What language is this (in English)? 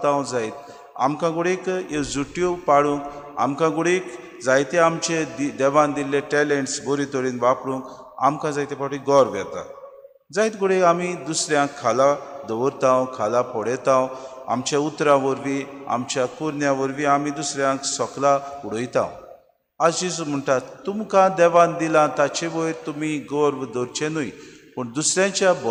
Konkani